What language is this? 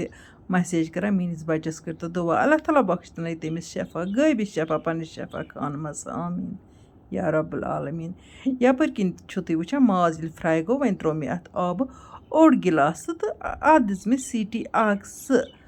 Kashmiri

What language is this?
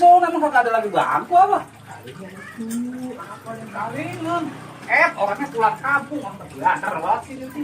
Betawi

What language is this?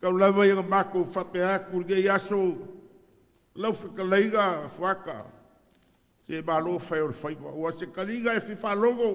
Samoan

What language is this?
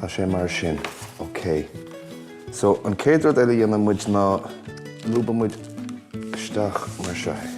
Irish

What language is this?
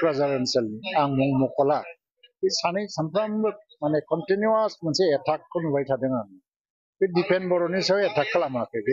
Bodo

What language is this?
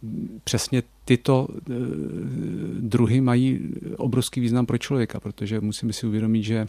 Czech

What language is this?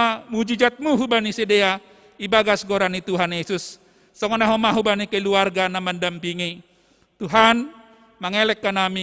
Batak Simalungun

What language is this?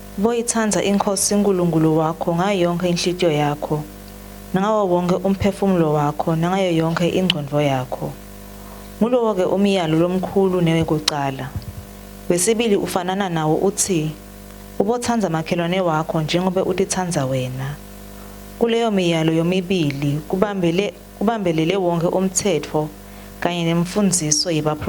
Swati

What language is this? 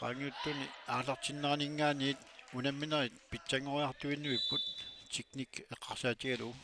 Kalaallisut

